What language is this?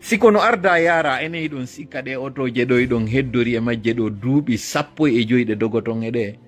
Fula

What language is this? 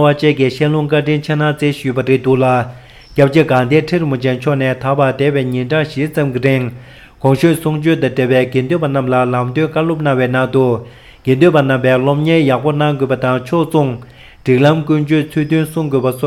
Tibetan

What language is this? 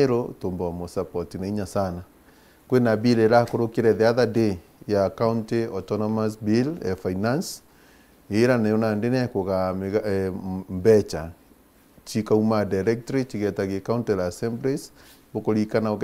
Meru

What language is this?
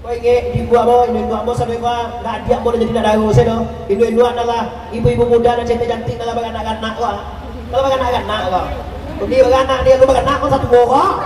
Minangkabau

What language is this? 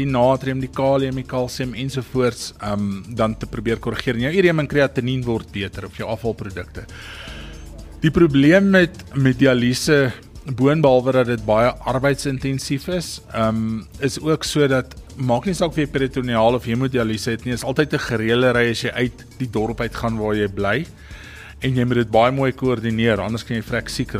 Afrikaans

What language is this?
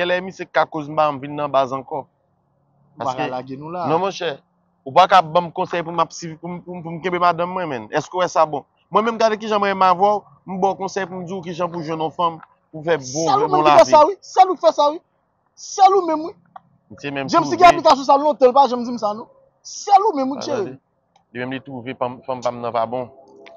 Haitian Creole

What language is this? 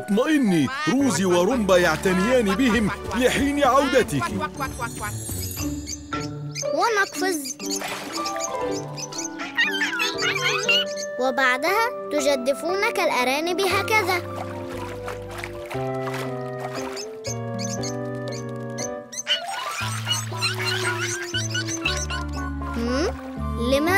Arabic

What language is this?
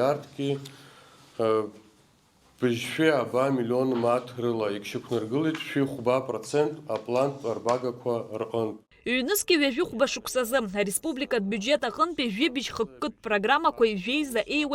Abkhazian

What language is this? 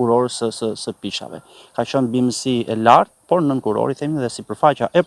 Albanian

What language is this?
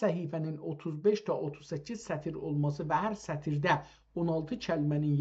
South Azerbaijani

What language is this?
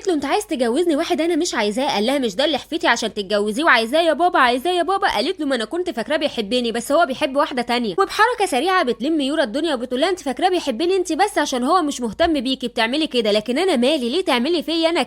Egyptian Arabic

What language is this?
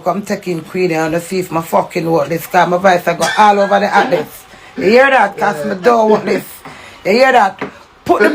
Jamaican Creole English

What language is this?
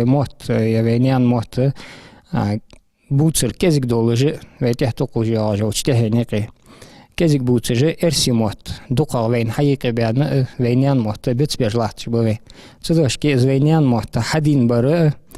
Ingush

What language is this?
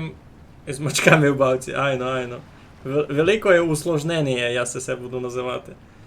Rusyn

